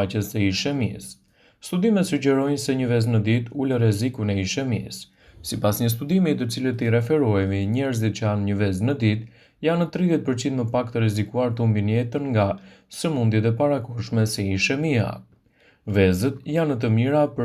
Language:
Albanian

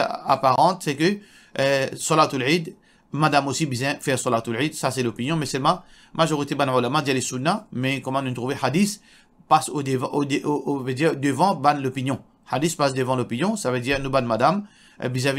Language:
Morisyen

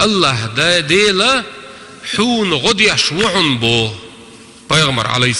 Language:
Chechen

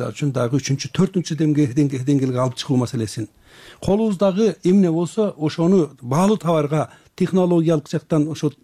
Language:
Kyrgyz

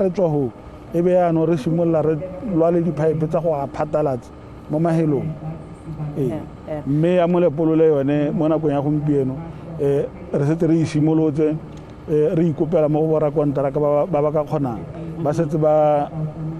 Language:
Tswana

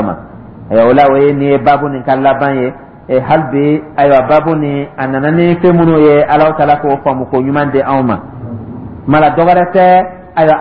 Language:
Dyula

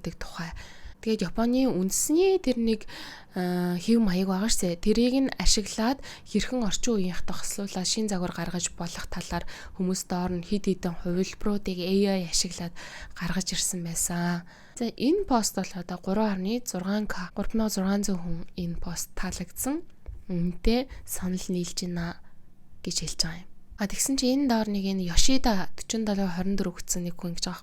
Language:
Mongolian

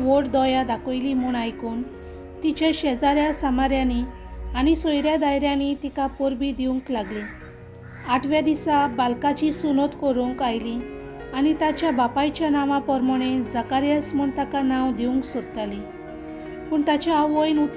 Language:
Konkani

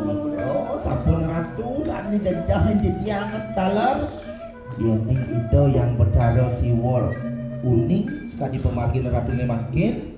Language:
Balinese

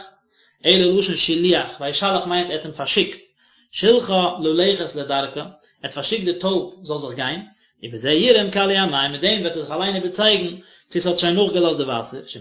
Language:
Yiddish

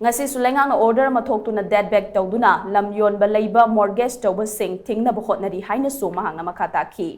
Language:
Manipuri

